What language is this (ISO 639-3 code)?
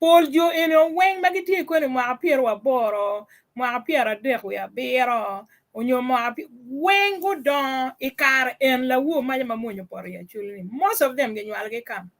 ach